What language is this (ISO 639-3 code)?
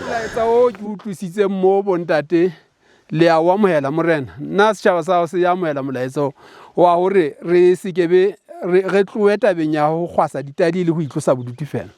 sot